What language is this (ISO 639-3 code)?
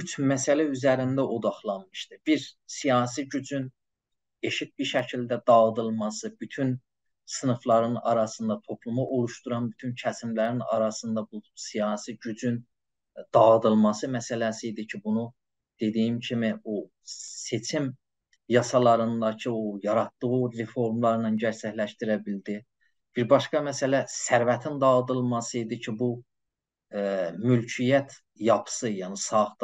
azb